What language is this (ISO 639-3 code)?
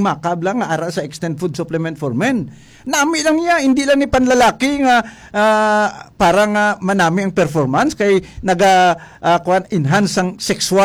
hil